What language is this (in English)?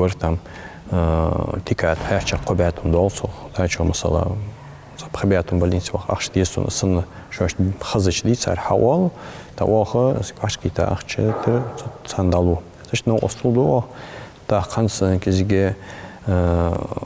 Ingush